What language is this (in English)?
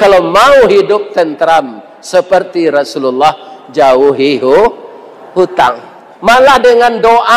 Minangkabau